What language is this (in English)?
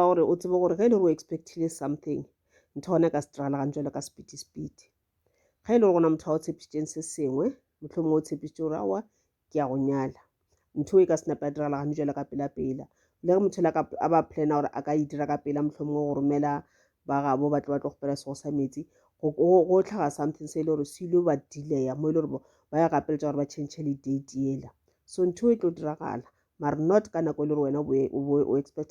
Northern Sotho